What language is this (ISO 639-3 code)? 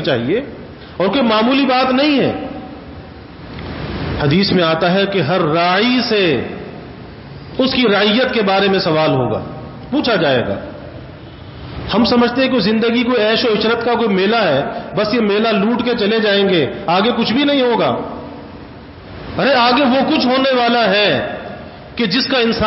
urd